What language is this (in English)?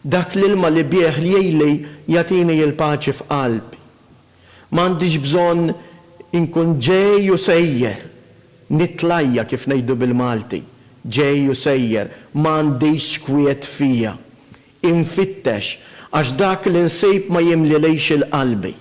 Maltese